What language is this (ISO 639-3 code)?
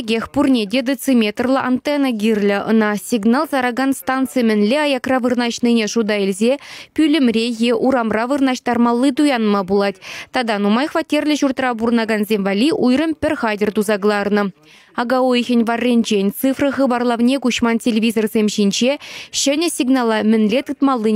chv